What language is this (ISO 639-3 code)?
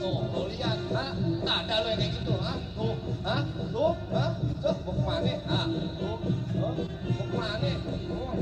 bew